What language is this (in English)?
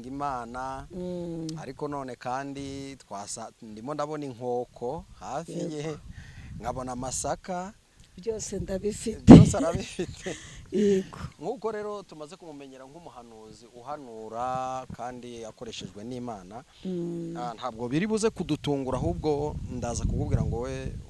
Kinyarwanda